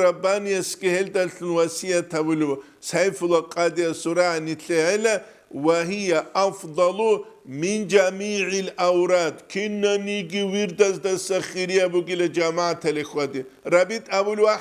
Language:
Avaric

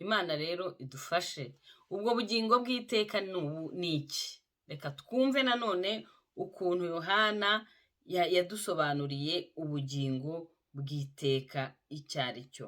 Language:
Kinyarwanda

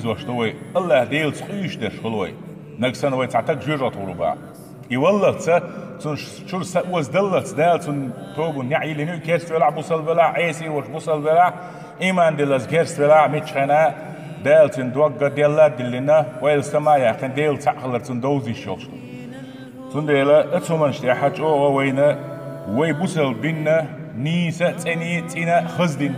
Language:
Chechen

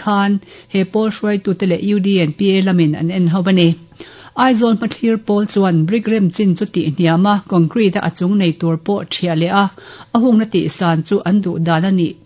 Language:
Mizo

